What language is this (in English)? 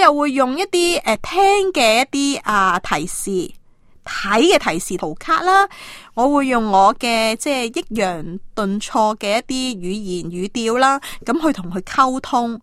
Cantonese